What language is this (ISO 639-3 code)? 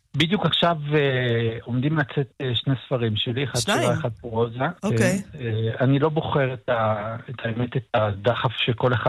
heb